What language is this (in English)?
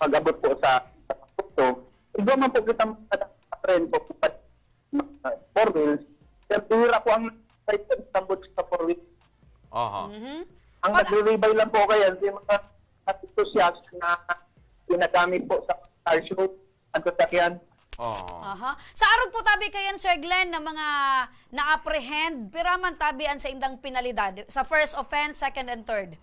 Bikol